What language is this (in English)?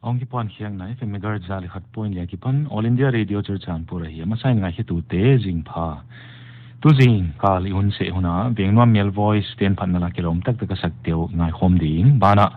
Paite Chin